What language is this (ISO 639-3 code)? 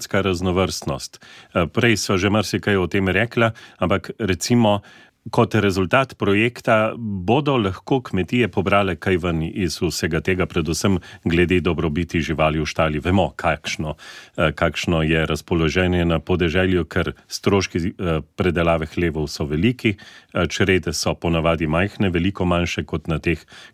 slv